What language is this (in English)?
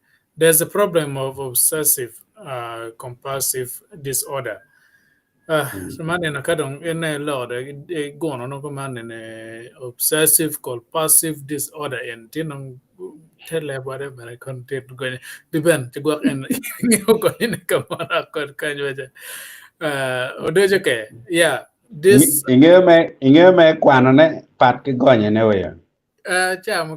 Acoli